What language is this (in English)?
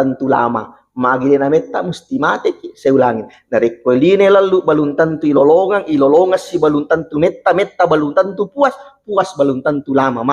Buginese